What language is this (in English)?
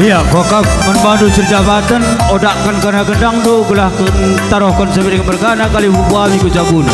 Batak Karo